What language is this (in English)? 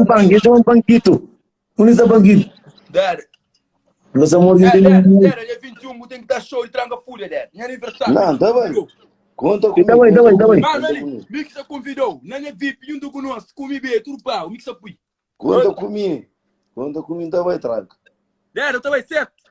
Kabuverdianu